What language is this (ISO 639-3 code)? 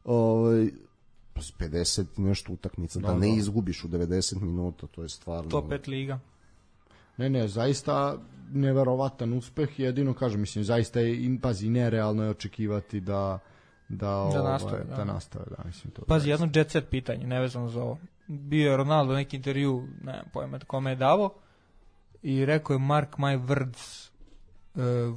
srp